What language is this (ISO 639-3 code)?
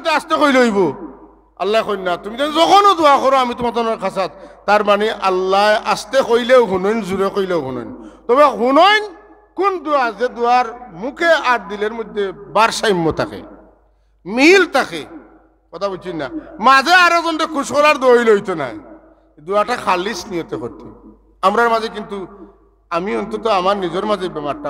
syl